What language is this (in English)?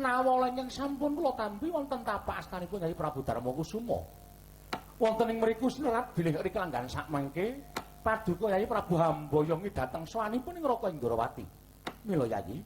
Javanese